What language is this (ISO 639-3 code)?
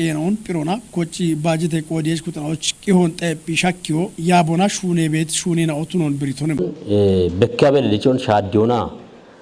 kbr